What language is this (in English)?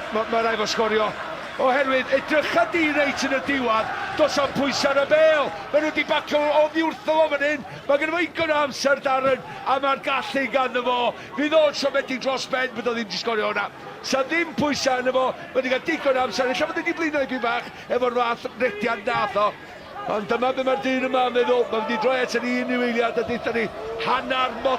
Welsh